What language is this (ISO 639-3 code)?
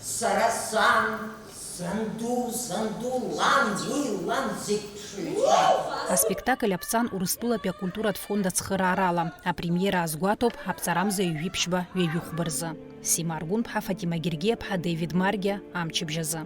abk